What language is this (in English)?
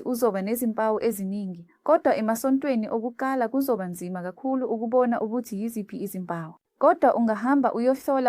Zulu